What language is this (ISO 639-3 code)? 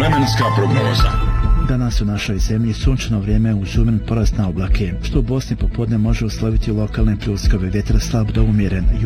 bos